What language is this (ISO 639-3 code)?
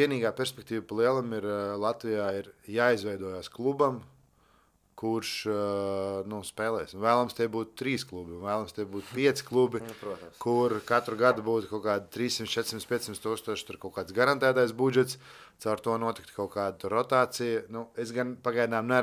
lav